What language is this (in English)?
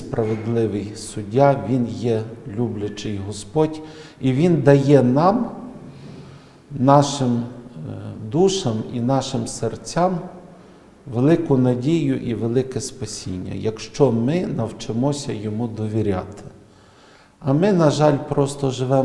Ukrainian